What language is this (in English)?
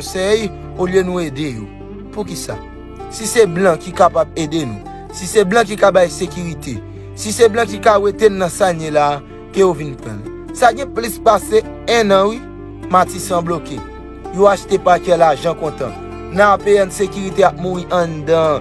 Haitian Creole